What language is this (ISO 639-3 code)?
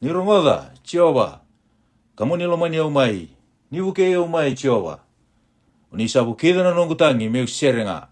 fij